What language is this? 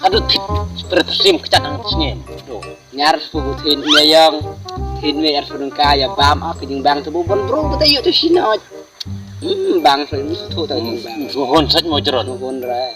Khasi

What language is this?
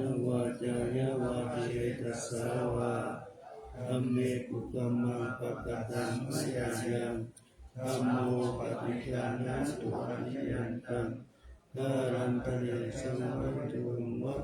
Pali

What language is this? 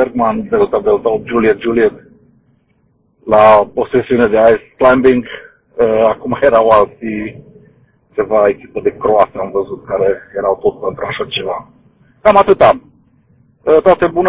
Romanian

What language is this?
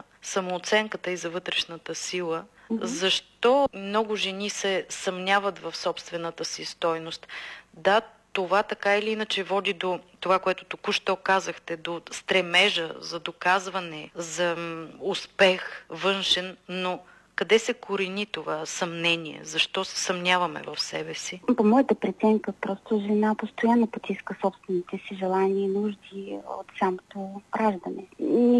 Bulgarian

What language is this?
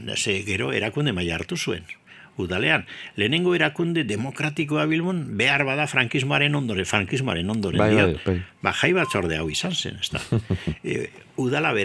Basque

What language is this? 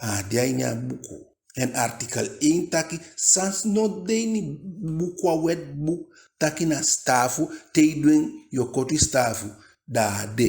Eastern Maroon Creole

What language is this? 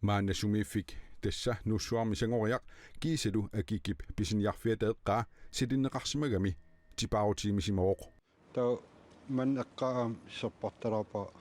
Kalaallisut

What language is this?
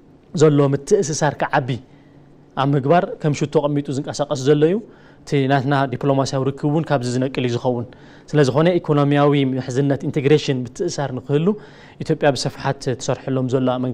Tigrinya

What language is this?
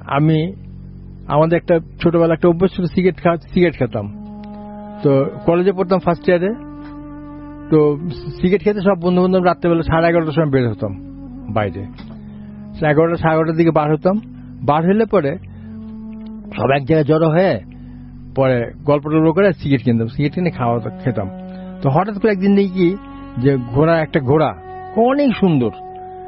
Bangla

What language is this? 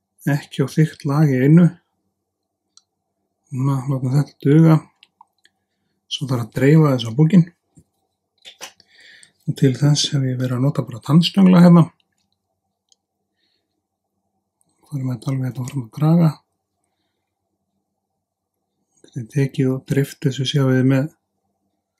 Icelandic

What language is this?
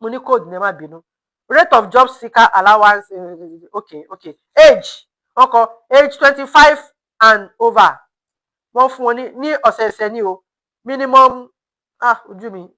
Yoruba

